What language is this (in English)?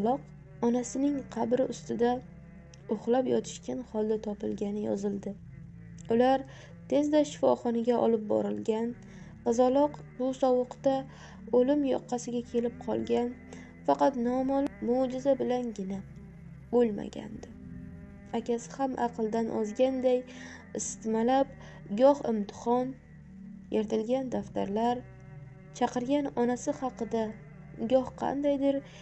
Uzbek